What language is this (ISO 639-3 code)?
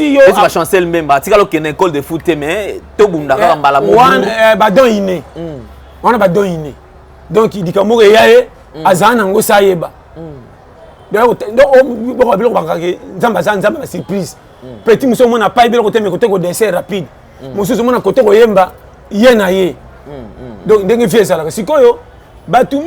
lin